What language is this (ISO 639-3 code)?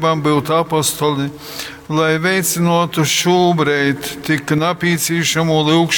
ltg